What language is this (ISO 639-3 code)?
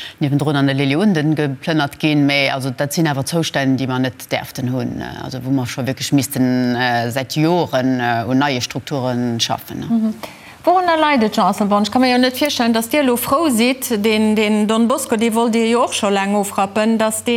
ltz